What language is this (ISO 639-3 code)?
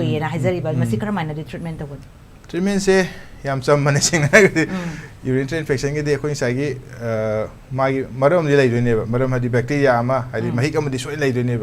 mni